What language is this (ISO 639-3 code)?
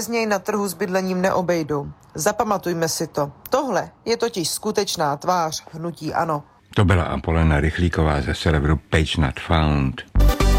ces